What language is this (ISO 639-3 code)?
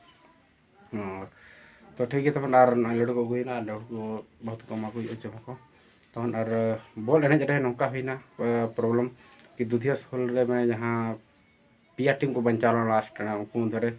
sat